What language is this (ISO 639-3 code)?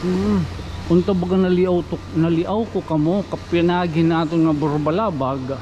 war